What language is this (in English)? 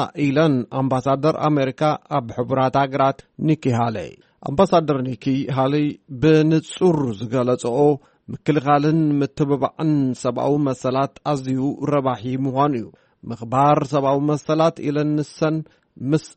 Tigrinya